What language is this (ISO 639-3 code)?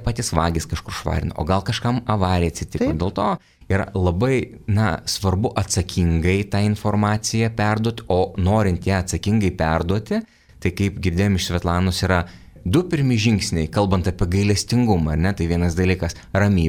lit